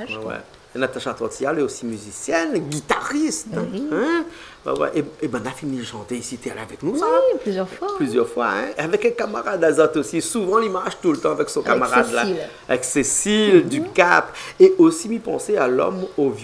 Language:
Réunion Creole French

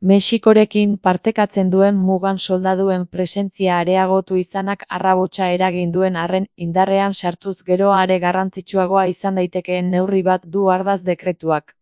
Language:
Basque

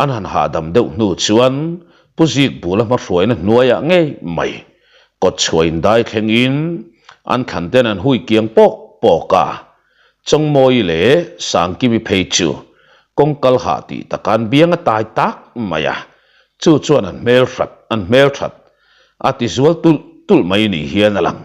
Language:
Mizo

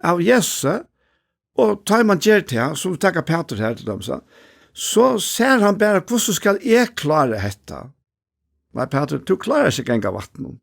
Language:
Faroese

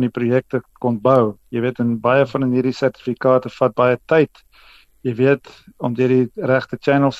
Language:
Afrikaans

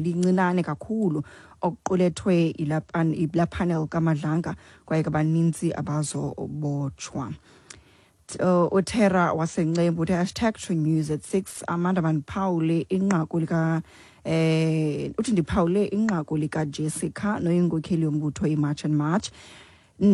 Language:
Xhosa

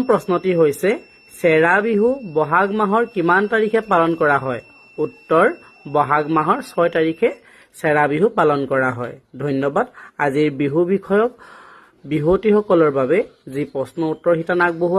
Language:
Assamese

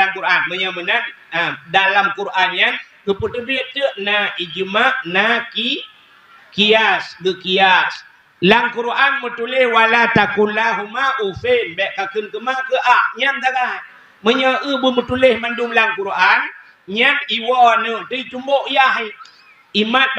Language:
Achinese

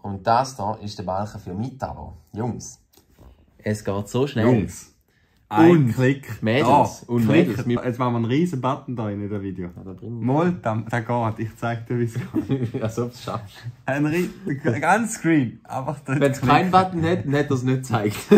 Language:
Swiss German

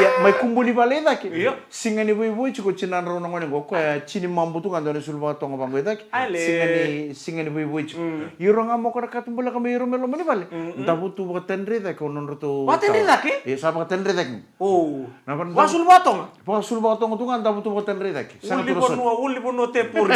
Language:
Fijian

